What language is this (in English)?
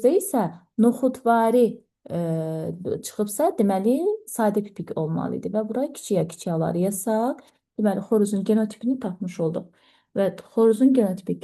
Azerbaijani